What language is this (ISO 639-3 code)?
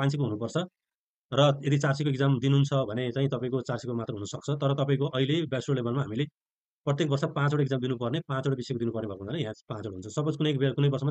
nep